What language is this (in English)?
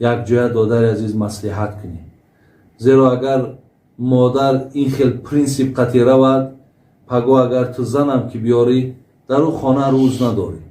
Tajik